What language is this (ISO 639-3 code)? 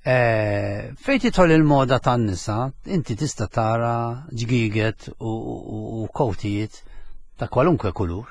mlt